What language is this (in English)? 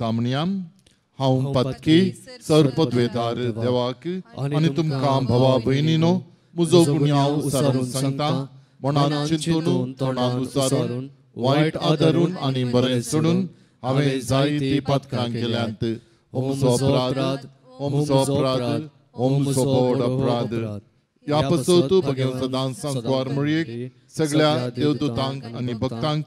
Konkani